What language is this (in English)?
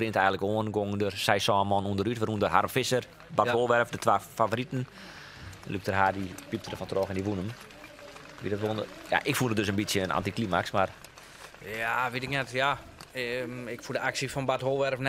Western Frisian